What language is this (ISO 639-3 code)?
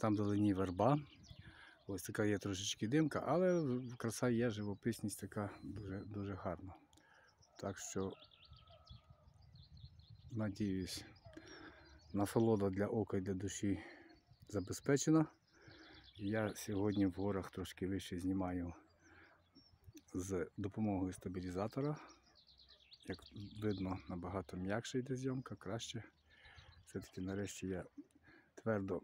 ukr